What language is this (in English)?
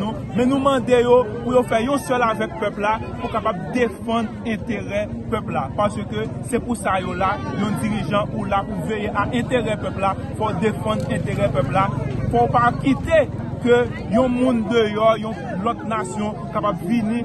Haitian Creole